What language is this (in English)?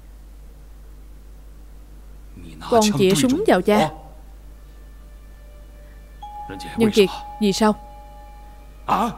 Vietnamese